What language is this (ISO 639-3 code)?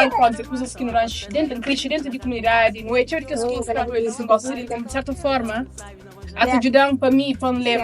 kea